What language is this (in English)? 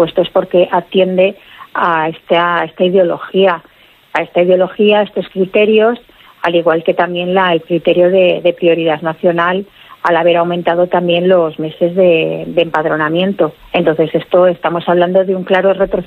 Spanish